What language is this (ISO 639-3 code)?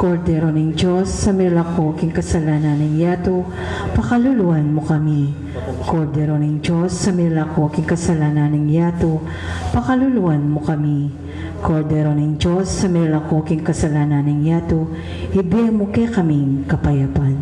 pam